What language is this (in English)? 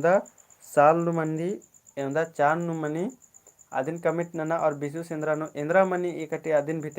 Kurukh